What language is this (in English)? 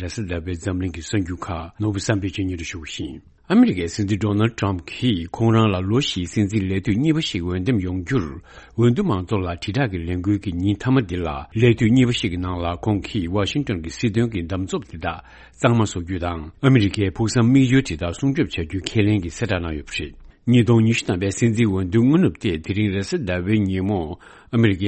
Tibetan